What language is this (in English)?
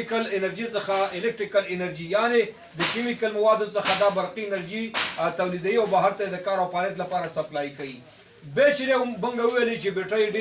Pashto